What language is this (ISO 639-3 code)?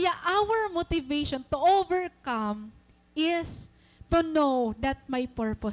war